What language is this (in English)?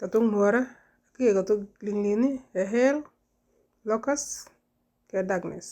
Nuer